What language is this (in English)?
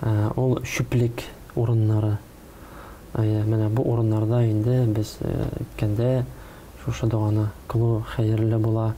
Tatar